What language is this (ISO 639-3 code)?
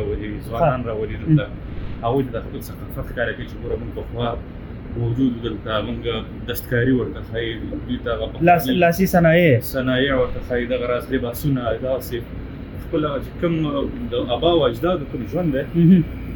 pus